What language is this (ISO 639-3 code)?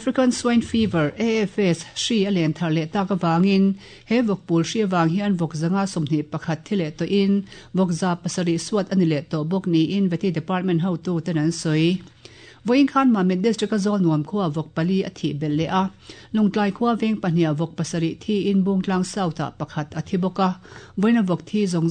lus